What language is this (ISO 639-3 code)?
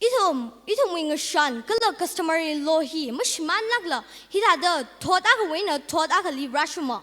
nmf